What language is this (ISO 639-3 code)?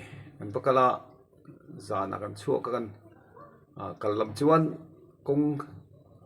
lus